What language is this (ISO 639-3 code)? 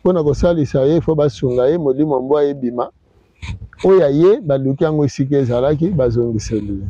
lin